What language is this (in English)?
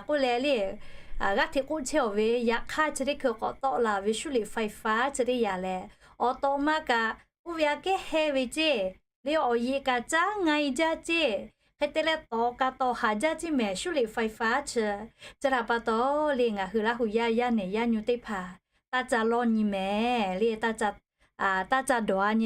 Lahu